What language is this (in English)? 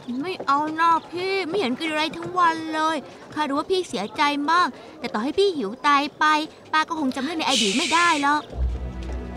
Thai